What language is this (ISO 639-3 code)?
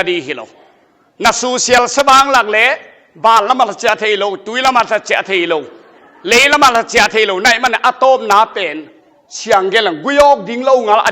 ctd